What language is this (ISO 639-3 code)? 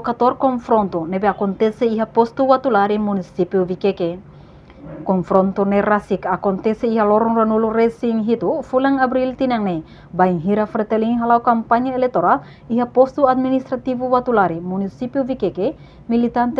tet